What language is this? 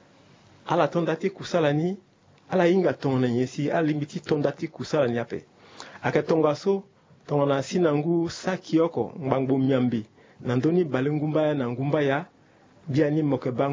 Sango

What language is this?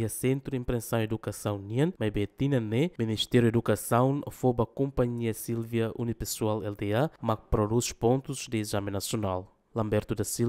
Tetum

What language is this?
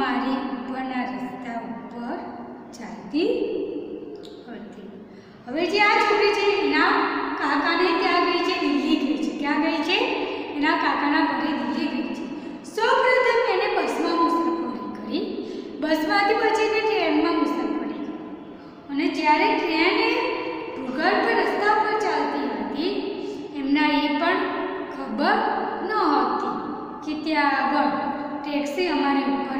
Gujarati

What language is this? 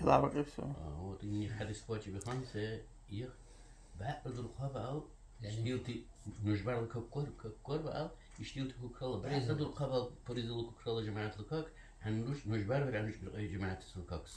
Dargwa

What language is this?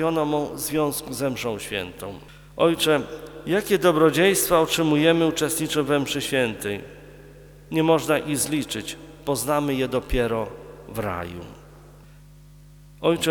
Polish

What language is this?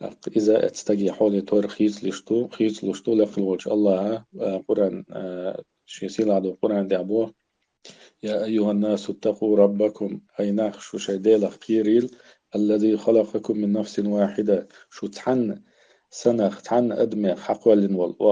Chechen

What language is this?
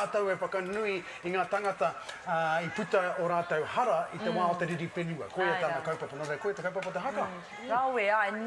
Māori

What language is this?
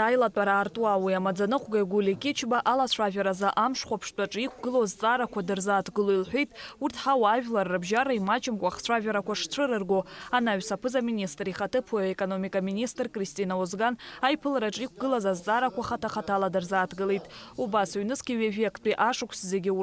Abkhazian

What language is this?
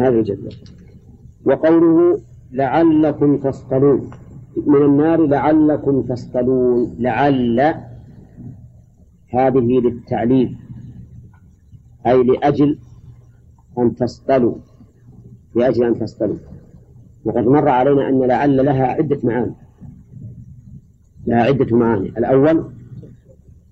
Arabic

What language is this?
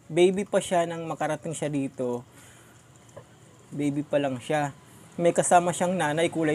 Filipino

